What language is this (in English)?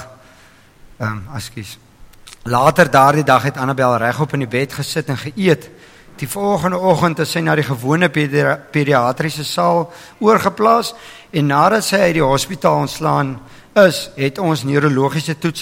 Afrikaans